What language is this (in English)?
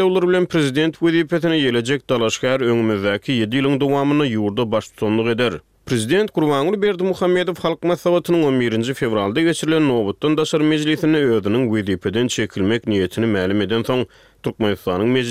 Turkmen